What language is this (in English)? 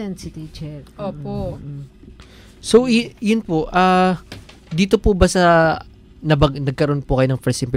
Filipino